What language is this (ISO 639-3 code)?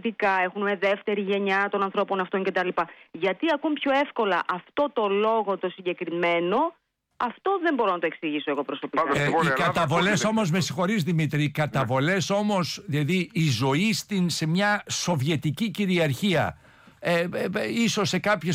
ell